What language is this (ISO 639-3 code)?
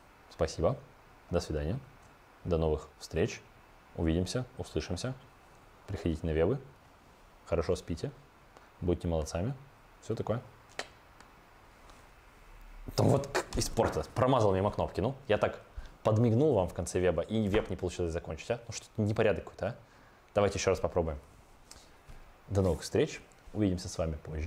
rus